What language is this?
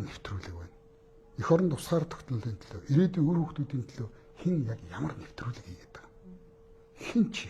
Mongolian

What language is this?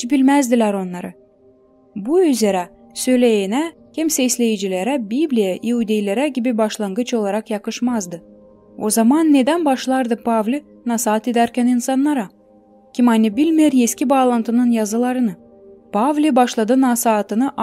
Gagauz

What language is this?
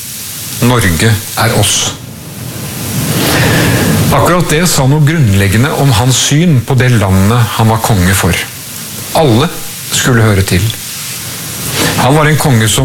Norwegian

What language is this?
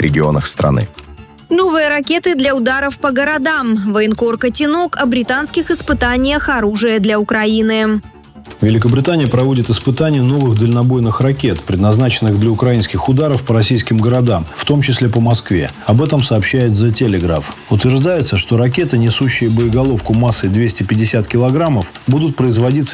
Russian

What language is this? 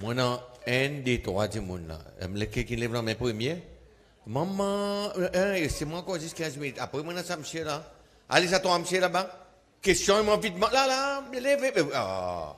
Seselwa Creole French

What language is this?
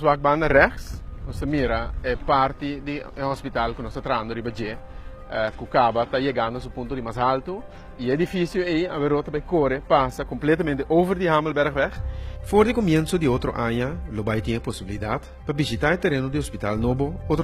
Papiamento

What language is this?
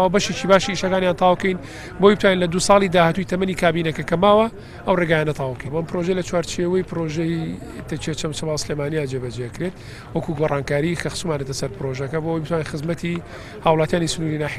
Central Kurdish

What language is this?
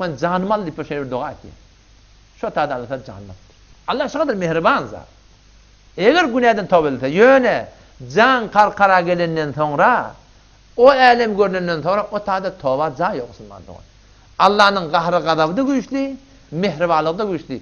Turkmen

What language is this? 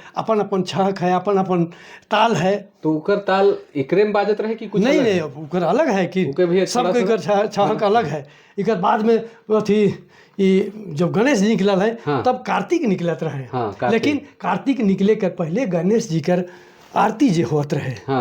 Sadri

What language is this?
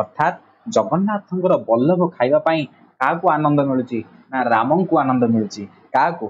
Odia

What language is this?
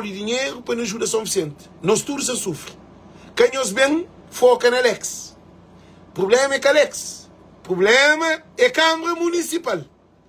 Kabuverdianu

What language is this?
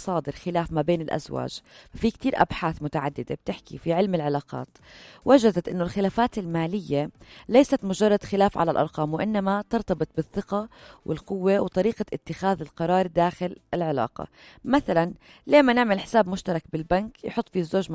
North Levantine Arabic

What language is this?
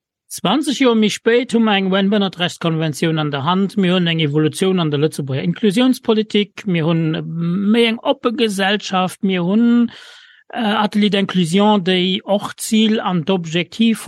Luxembourgish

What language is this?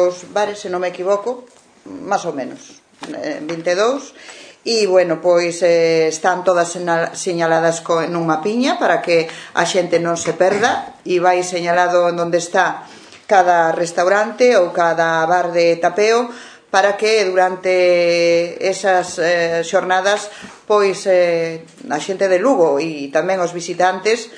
Galician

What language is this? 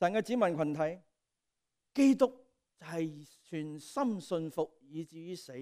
Cantonese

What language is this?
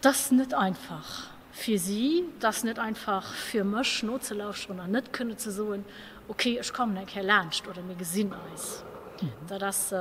Luxembourgish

